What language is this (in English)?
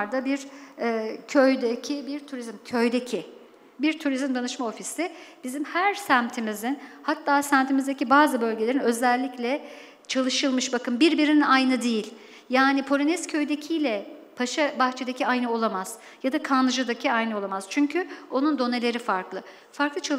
Turkish